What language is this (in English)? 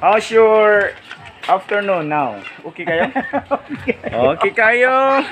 Cebuano